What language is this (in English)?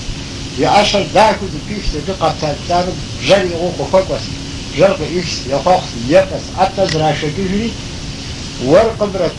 Kabardian